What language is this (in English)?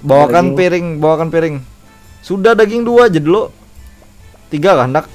Banjar